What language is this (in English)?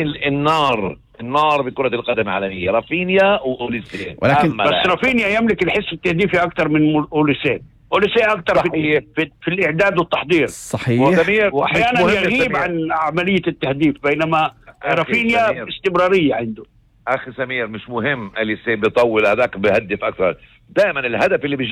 North Levantine Arabic